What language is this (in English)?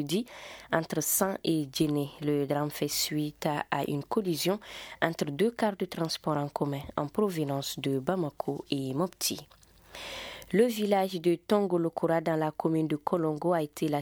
French